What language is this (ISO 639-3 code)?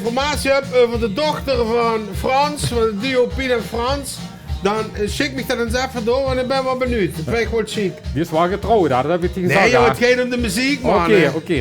lim